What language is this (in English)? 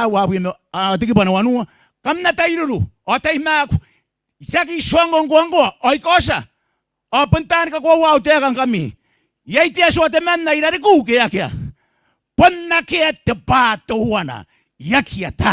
Gilbertese